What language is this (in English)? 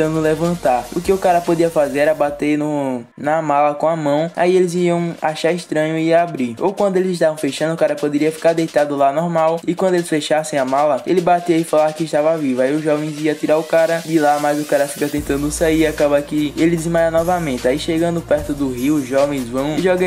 Portuguese